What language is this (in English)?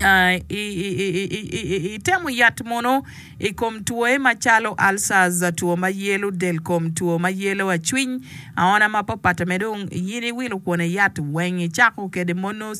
Acoli